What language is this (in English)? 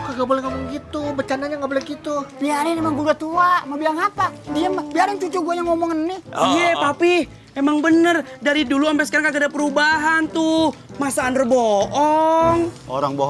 Betawi